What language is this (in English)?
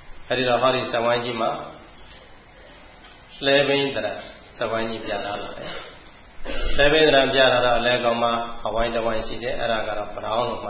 Burmese